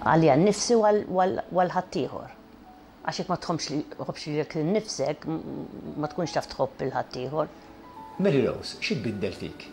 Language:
Maltese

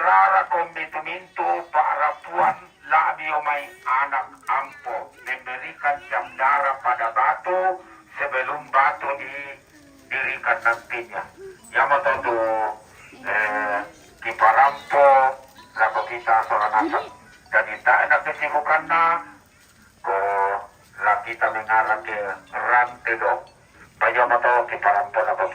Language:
Toraja-Sa'dan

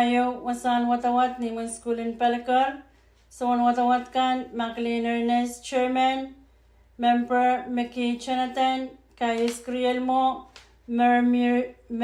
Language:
Pohnpeian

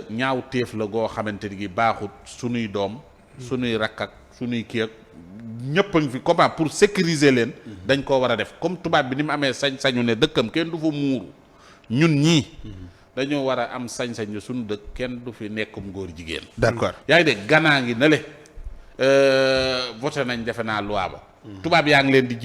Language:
Wolof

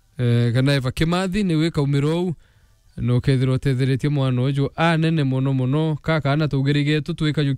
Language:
Meru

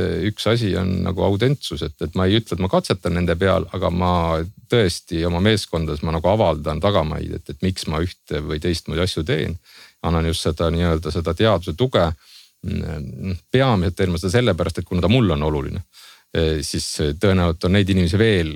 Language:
Estonian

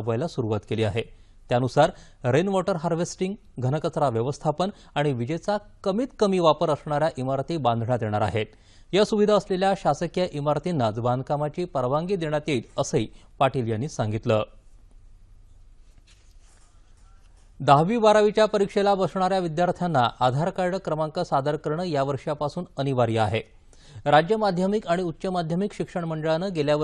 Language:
Marathi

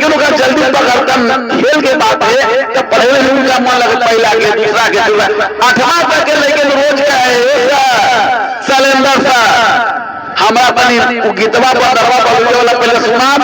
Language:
Magahi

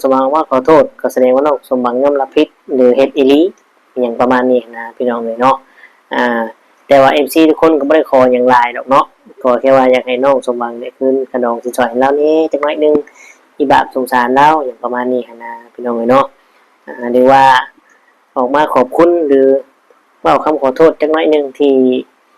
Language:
Northeastern Thai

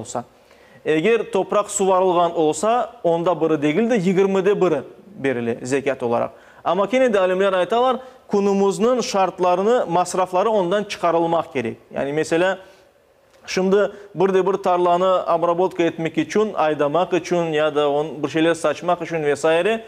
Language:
Crimean Tatar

